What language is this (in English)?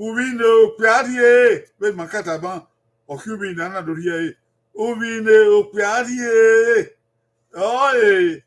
Bini